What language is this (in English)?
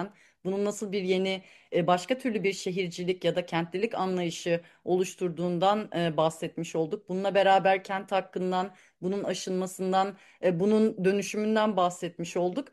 Turkish